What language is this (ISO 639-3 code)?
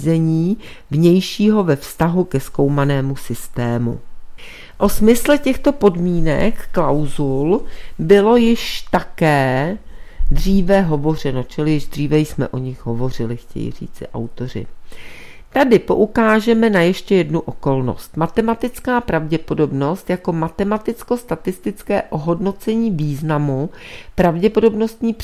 ces